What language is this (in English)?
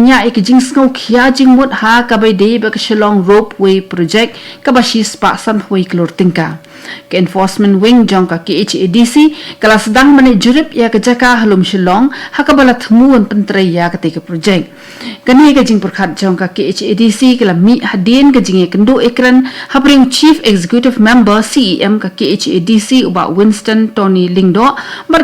Khasi